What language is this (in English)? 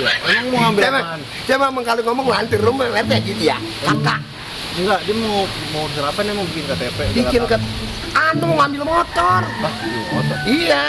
Betawi